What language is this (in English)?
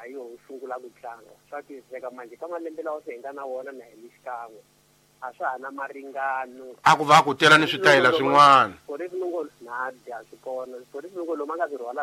Tsonga